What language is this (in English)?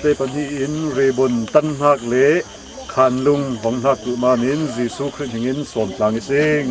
Falam Chin